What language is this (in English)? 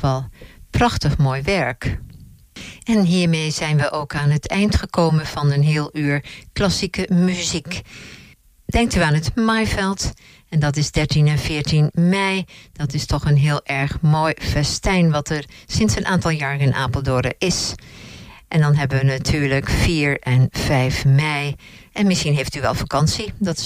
Dutch